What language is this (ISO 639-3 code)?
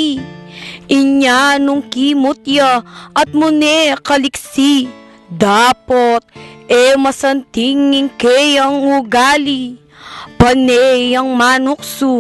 pam